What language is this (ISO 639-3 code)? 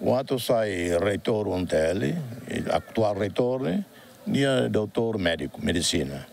tet